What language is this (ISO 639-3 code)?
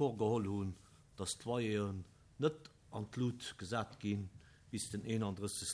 ltz